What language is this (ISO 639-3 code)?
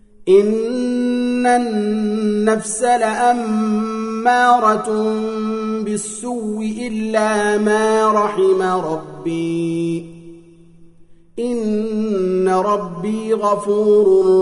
ara